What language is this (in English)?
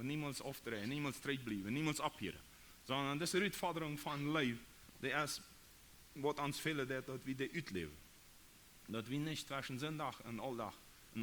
Plautdietsch